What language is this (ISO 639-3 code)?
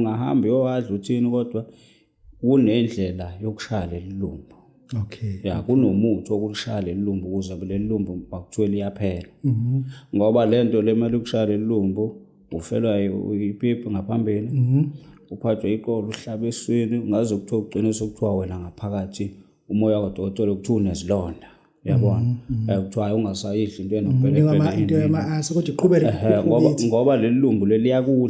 zul